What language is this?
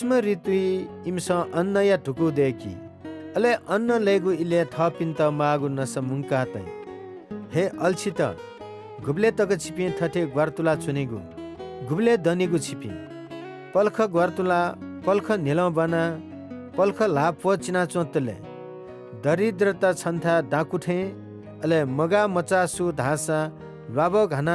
Newari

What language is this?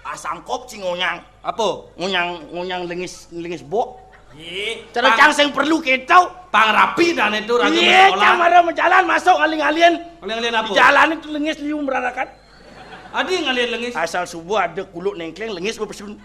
Balinese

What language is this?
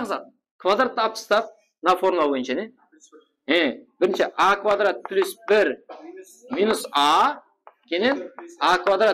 Kara-Kalpak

